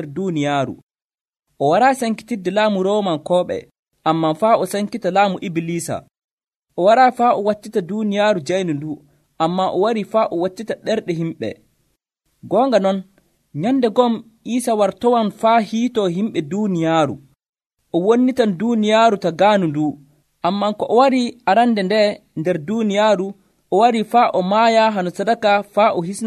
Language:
Nigerian Fulfulde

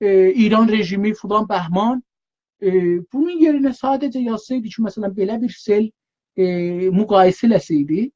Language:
South Azerbaijani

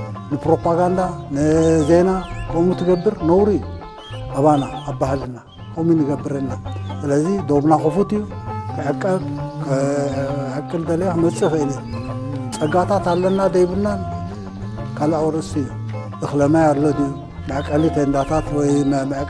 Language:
Tigrinya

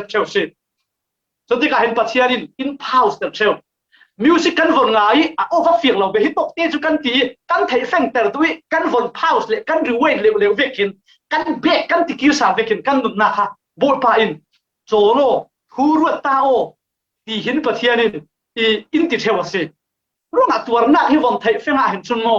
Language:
Falam Chin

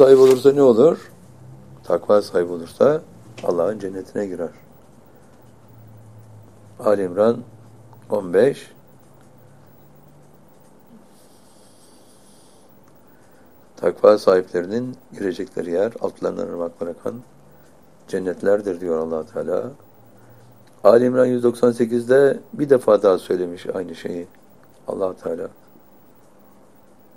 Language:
Turkish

